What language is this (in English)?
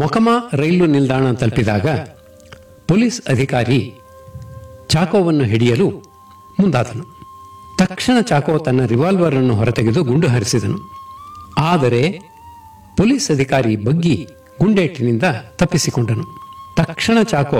Kannada